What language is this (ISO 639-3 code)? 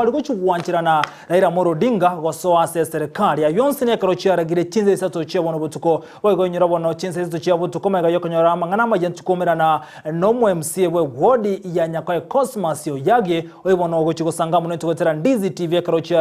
guz